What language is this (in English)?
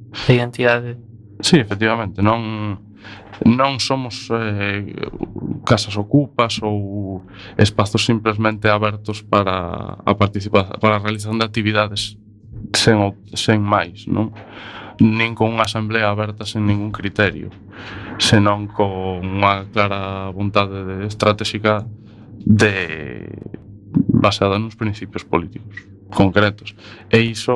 Galician